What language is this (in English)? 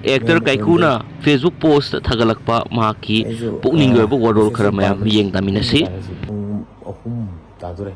Manipuri